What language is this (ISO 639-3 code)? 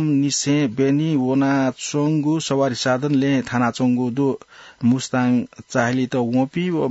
new